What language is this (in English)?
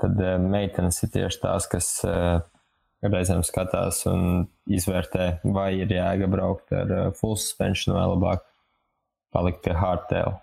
Latvian